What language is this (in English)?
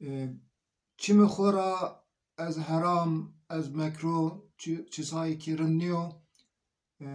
Zaza